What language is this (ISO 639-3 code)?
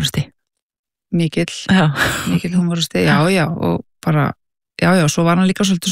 isl